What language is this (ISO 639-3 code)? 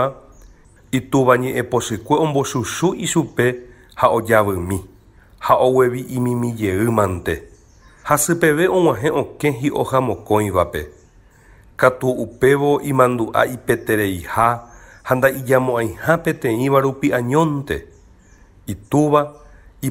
grn